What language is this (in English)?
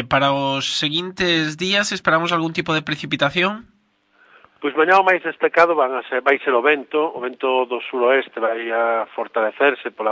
Galician